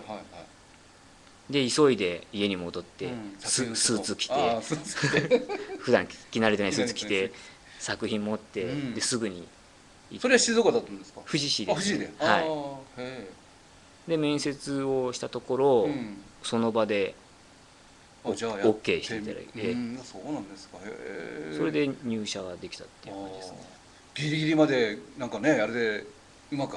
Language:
Japanese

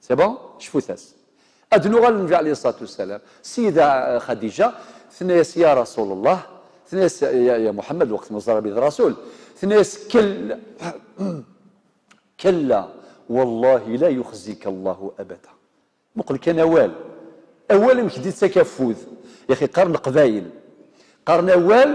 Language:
Kabyle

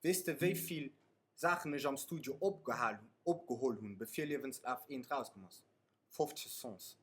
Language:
Luxembourgish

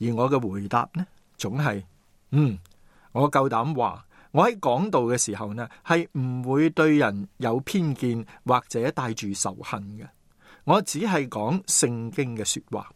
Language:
Cantonese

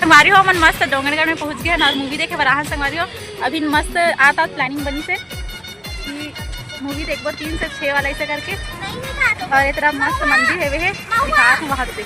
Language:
Chhattisgarhi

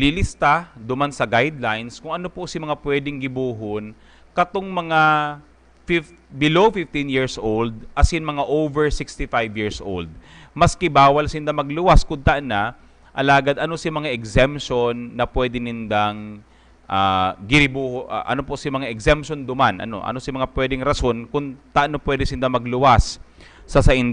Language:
Bikol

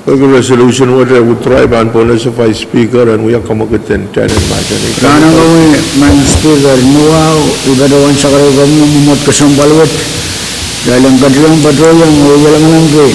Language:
Pohnpeian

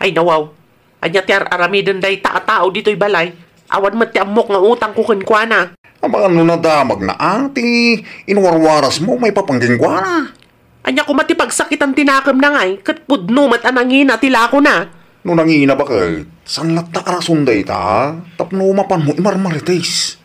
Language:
Iloko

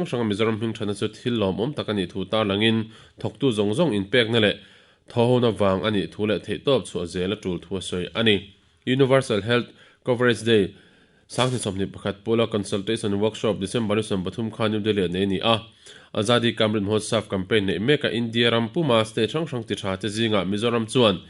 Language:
Mizo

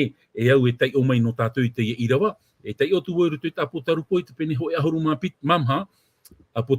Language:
Tahitian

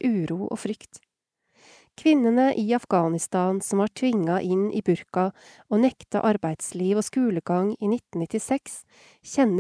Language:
Norwegian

